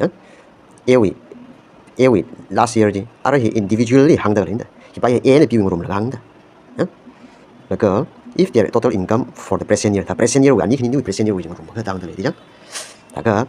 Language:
Tangkhul Naga (India)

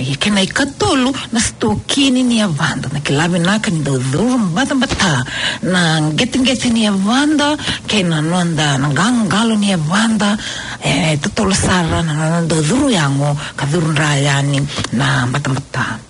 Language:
Fijian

